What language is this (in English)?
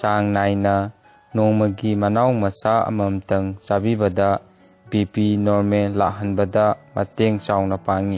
Manipuri